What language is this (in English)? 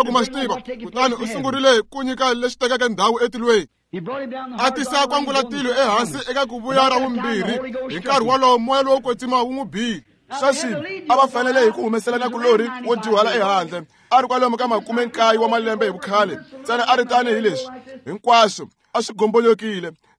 Tsonga